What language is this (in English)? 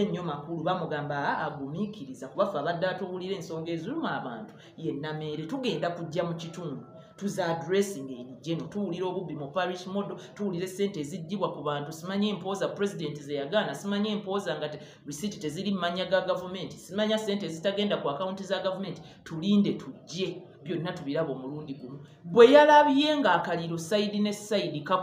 Ganda